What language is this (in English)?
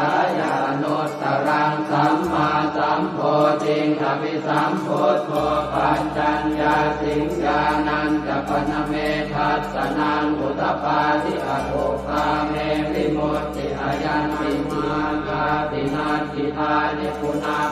Pali